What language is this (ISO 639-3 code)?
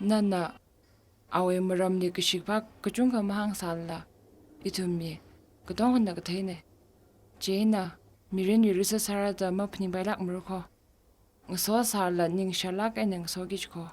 nmf